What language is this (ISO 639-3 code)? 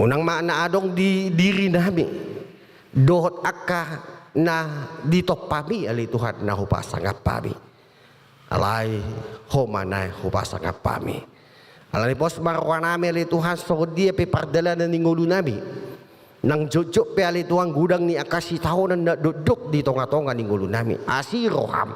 bbc